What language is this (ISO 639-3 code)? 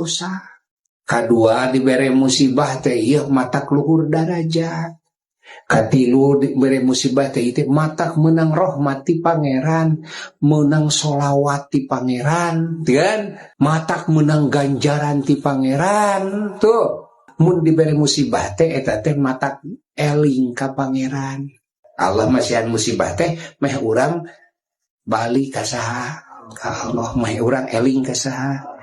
sun